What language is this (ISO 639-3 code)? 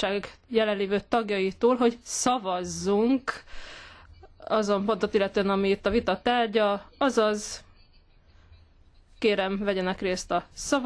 hun